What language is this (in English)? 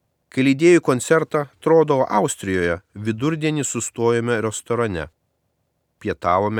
Lithuanian